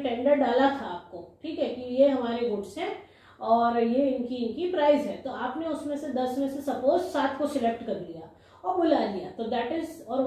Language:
Hindi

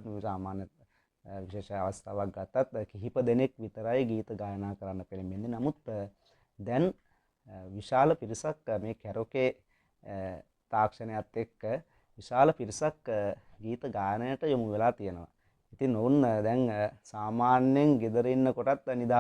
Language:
Sinhala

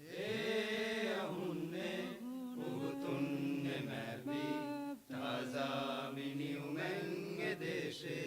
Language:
Divehi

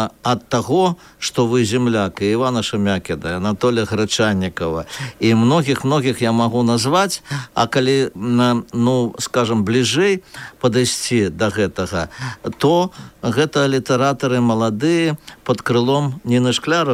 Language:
Belarusian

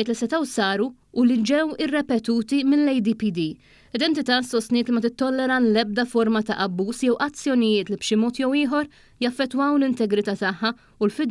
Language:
Maltese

